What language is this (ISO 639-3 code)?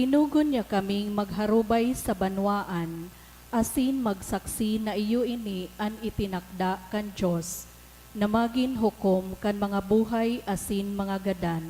bik